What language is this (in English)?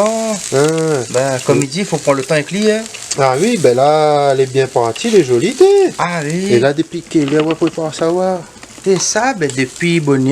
Réunion Creole French